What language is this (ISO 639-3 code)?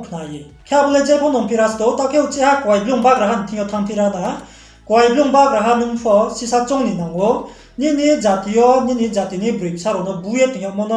ria